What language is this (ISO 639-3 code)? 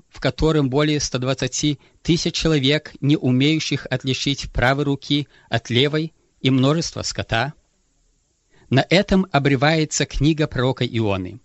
rus